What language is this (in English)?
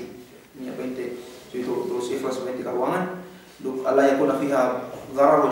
Yakan